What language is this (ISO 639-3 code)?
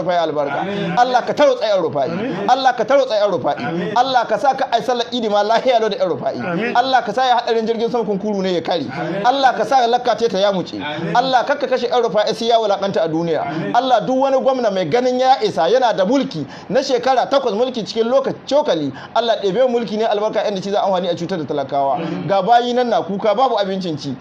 hau